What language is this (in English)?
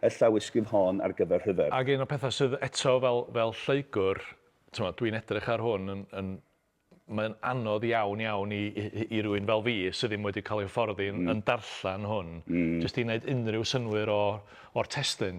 Welsh